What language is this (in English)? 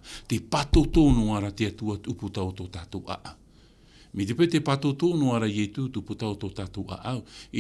Tahitian